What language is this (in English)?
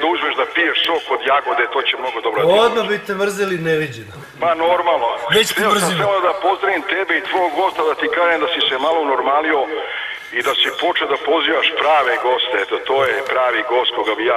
Serbian